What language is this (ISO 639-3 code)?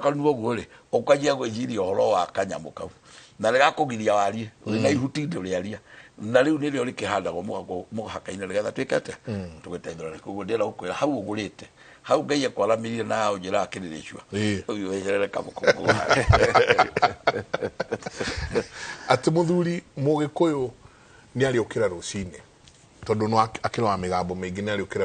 kik